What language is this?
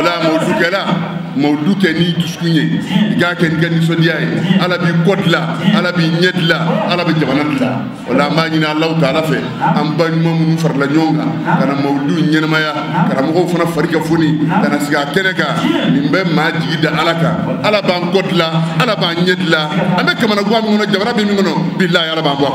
Bambara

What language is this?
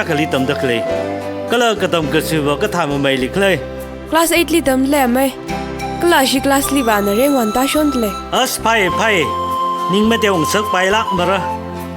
Tangkhul Naga (India)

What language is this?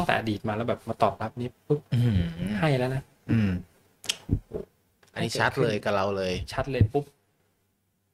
Thai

